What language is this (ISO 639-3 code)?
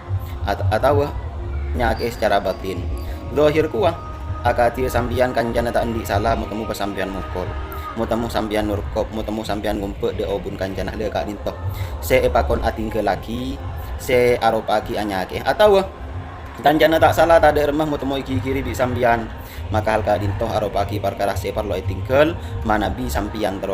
mad